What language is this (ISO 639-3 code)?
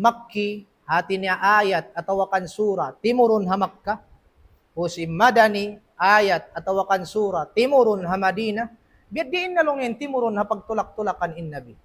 tsg